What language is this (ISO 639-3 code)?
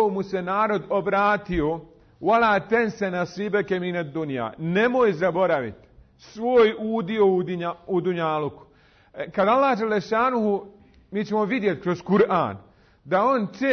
bos